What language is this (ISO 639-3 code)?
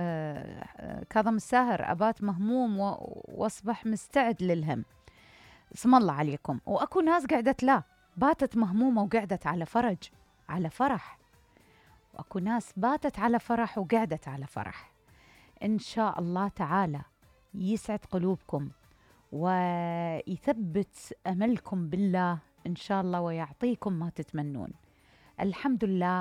acm